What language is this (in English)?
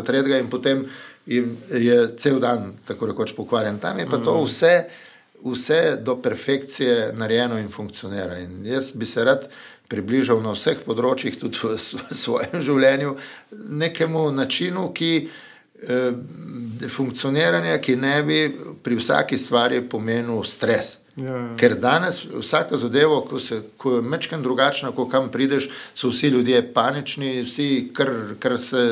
Slovenian